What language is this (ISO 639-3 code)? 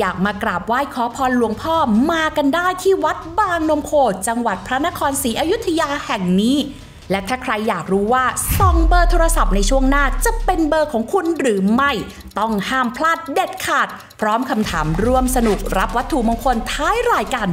tha